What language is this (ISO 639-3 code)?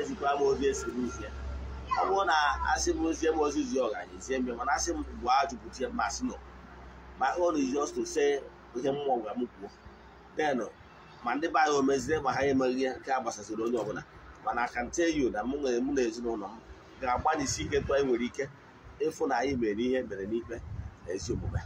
ibo